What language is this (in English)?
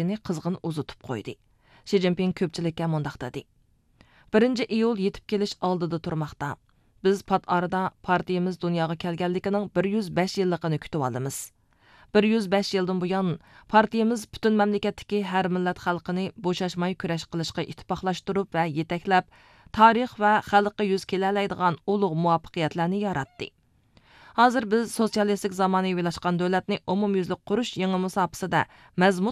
Uyghur